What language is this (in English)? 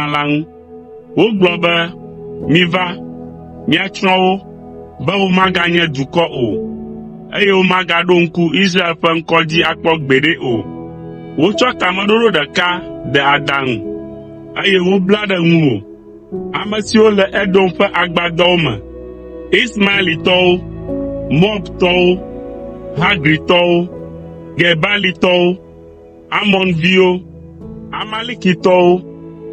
Ewe